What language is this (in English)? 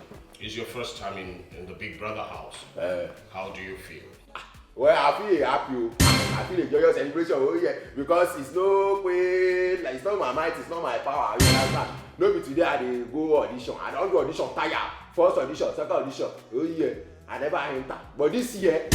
Nigerian Pidgin